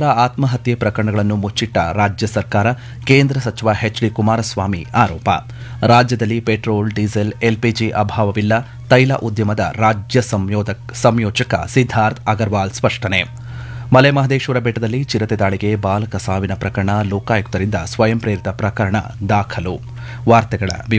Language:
Kannada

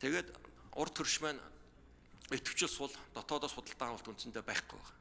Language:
Mongolian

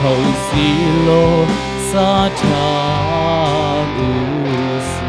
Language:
Hakha Chin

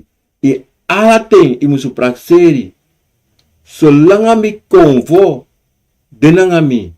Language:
Sranan Tongo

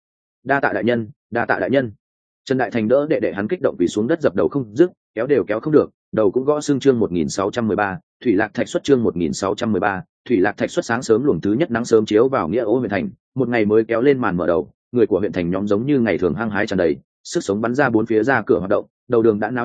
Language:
Vietnamese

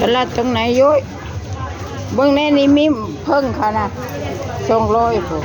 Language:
Northeastern Thai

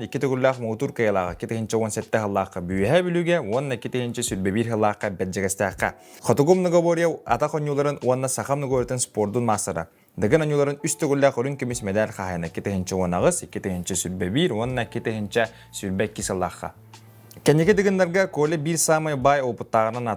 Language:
Yakut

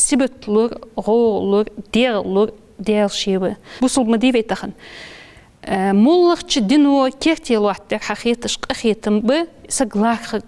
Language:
Ingush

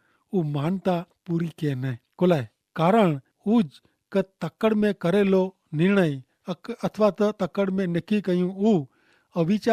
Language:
Kachhi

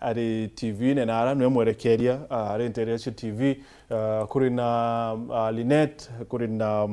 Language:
Meru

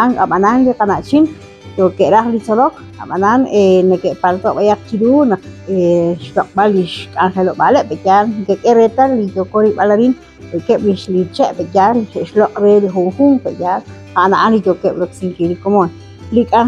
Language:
Kekchí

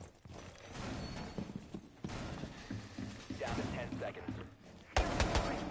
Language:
English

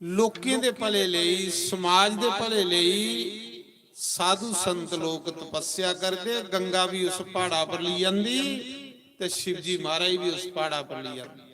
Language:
Dogri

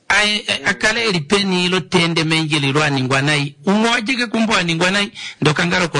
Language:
Kuanyama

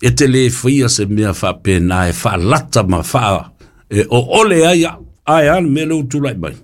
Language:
Samoan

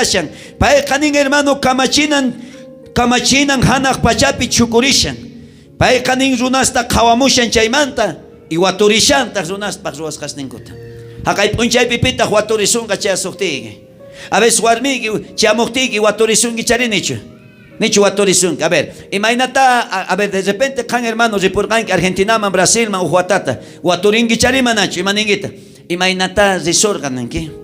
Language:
South Bolivian Quechua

